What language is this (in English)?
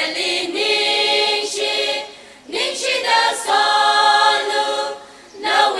Tangkhul Naga (India)